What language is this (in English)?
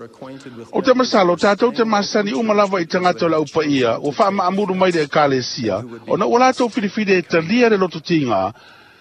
Samoan